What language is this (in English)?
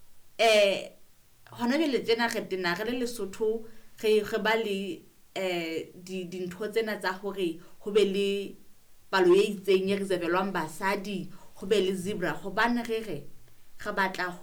Southern Sotho